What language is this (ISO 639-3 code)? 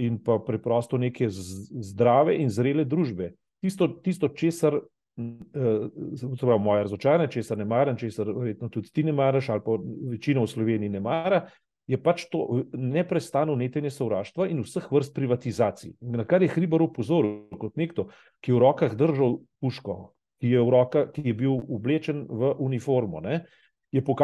slv